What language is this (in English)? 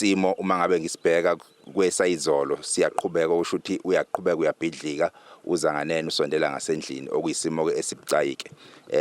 Zulu